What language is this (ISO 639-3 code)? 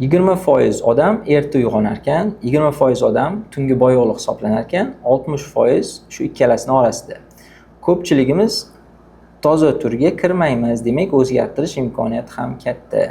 uzb